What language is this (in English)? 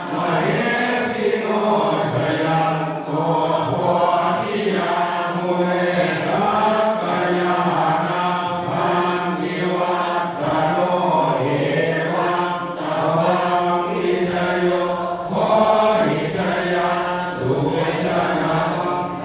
Pali